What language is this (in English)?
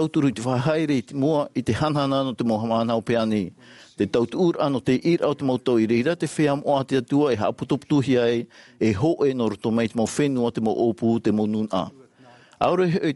Tahitian